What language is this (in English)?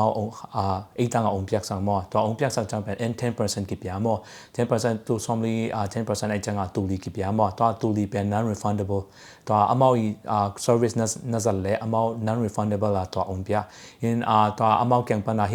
Tedim Chin